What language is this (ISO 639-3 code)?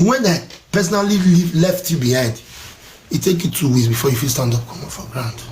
pcm